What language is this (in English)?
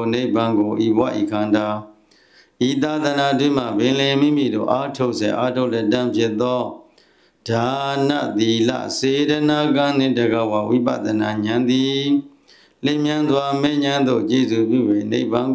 Burmese